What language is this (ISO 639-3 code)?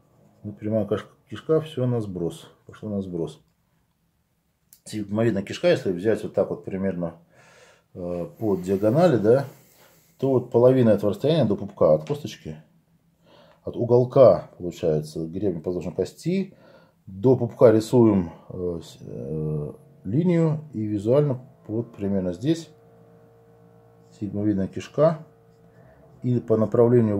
rus